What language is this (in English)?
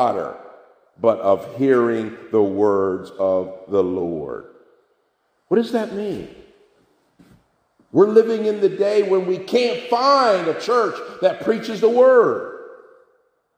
English